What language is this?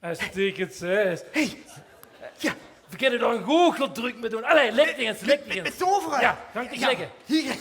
Limburgish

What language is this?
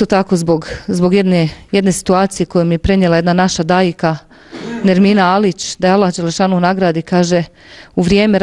Bosnian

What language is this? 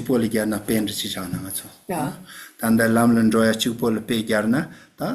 Tibetan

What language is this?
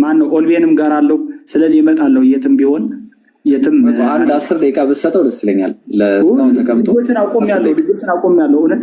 Amharic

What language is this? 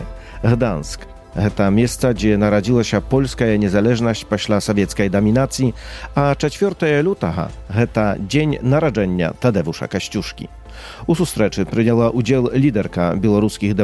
Belarusian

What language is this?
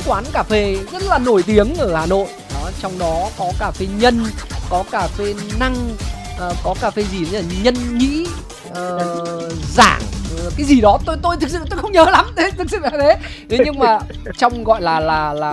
Vietnamese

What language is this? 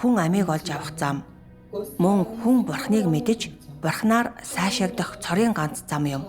Mongolian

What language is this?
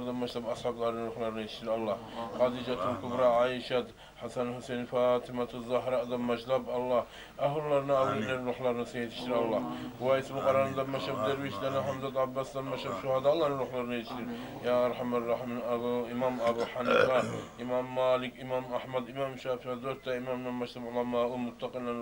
Kumyk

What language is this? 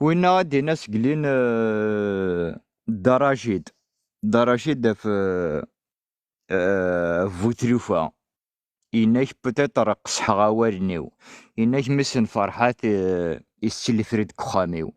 Kabyle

